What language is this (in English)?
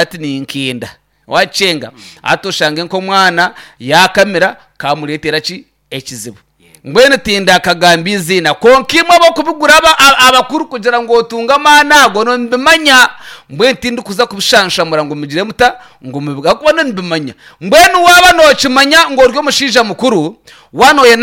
Nyankole